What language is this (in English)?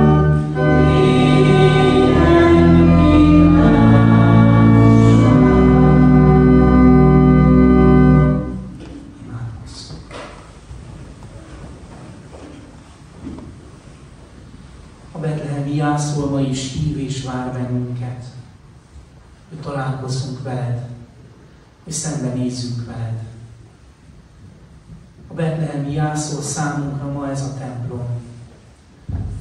Hungarian